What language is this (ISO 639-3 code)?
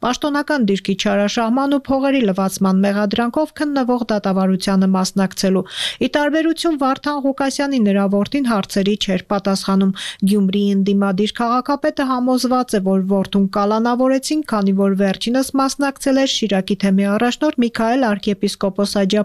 hye